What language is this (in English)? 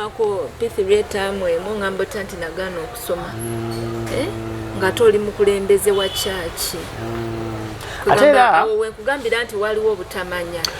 Ganda